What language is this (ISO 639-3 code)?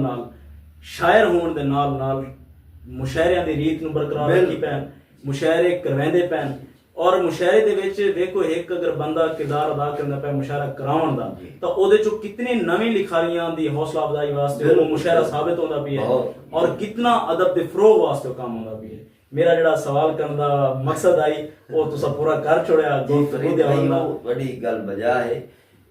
skr